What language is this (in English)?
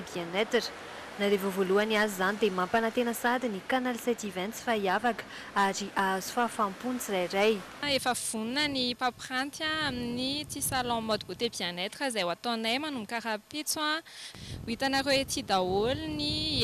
Malagasy